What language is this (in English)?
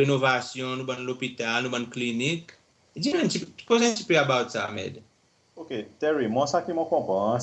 Seselwa Creole French